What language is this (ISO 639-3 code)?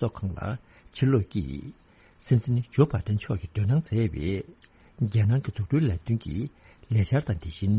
bod